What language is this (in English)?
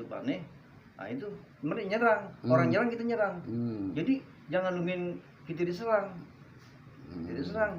Betawi